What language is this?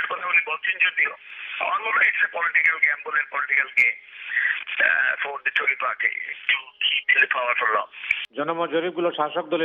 Bangla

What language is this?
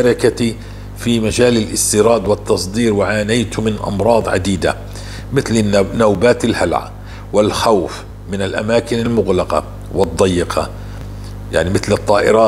North Levantine Arabic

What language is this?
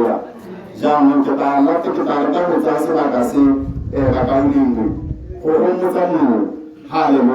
Tswana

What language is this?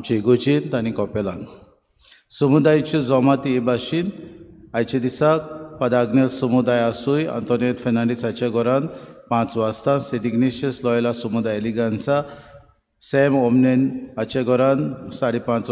Konkani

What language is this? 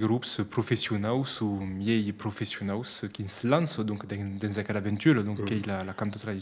Occitan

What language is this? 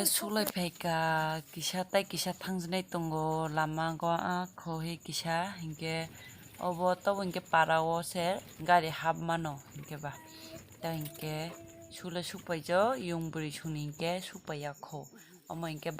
Kok Borok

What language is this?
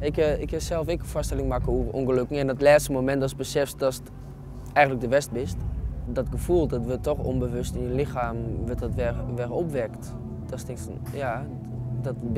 Western Frisian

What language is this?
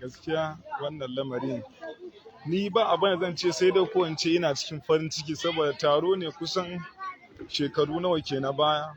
Hausa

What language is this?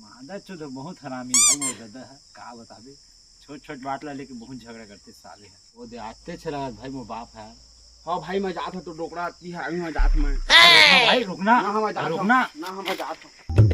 Chhattisgarhi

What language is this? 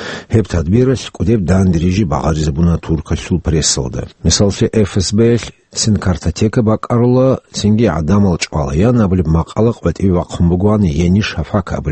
Avaric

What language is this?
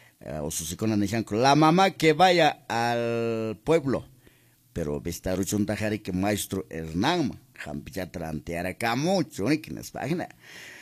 Quechua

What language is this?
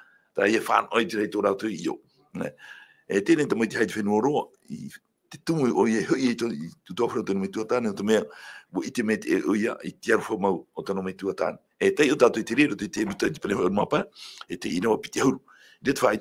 Tahitian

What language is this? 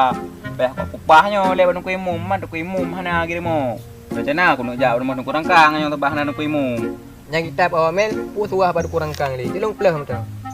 Achinese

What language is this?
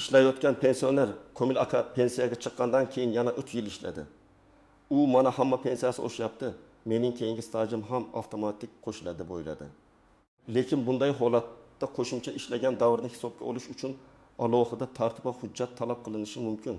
Uzbek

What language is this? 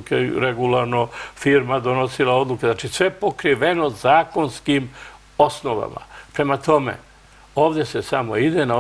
Serbian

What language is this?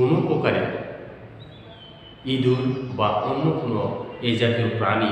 Bangla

